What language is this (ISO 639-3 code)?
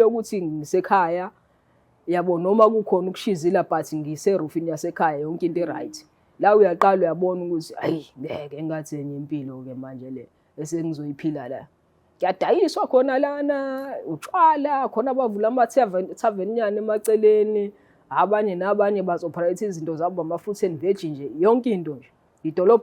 zul